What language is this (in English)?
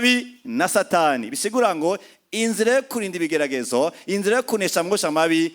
Rundi